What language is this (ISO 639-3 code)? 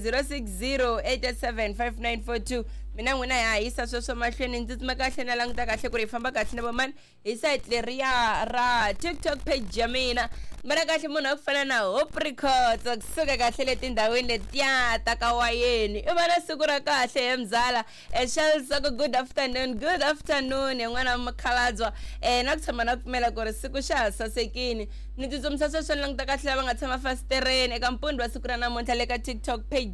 tso